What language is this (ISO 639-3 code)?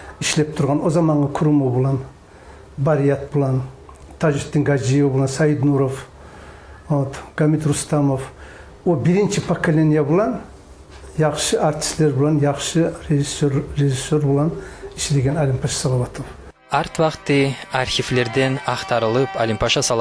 kum